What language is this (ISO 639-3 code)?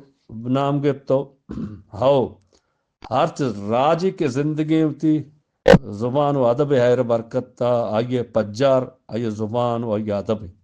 bgp